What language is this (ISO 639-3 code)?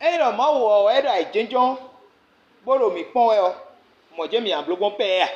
fon